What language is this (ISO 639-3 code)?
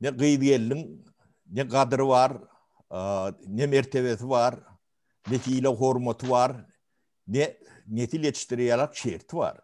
tuk